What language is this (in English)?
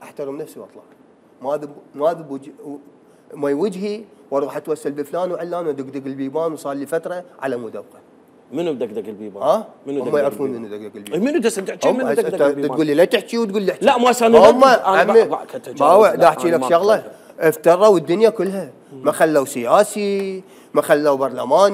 Mesopotamian Arabic